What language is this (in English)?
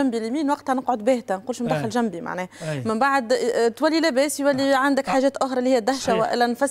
Tunisian Arabic